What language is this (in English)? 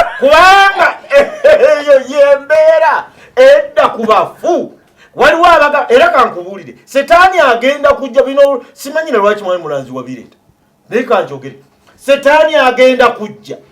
Ganda